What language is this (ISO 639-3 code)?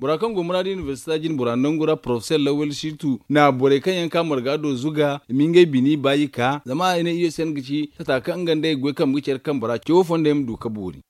dje